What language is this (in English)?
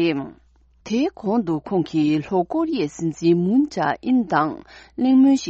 Tibetan